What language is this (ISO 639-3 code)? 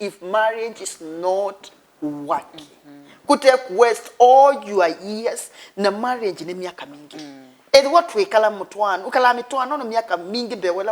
kam